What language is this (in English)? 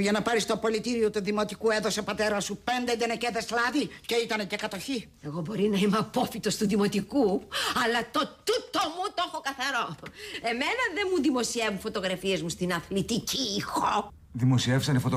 Greek